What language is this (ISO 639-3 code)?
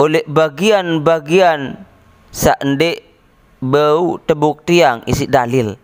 sas